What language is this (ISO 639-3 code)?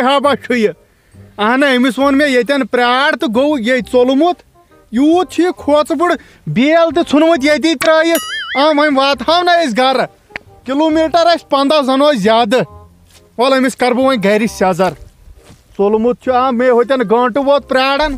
kas